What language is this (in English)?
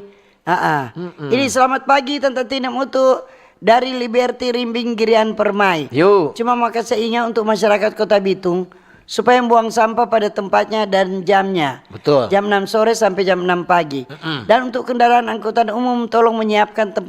Manado Malay